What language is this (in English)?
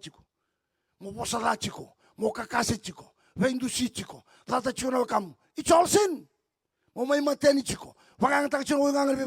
Fijian